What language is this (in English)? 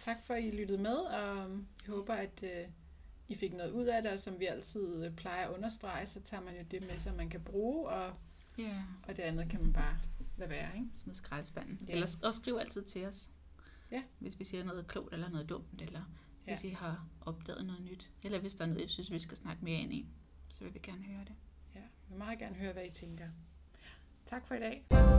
Danish